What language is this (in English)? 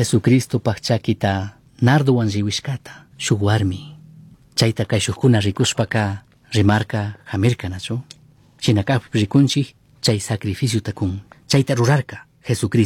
Chimborazo Highland Quichua